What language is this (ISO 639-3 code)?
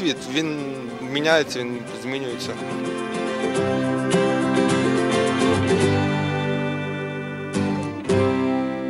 ukr